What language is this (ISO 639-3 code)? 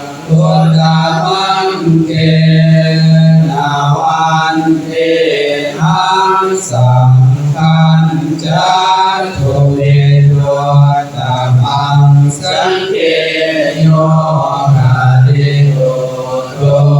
pli